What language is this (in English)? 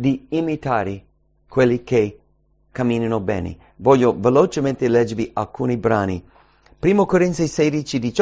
Italian